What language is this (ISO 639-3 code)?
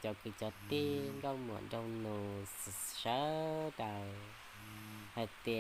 hmn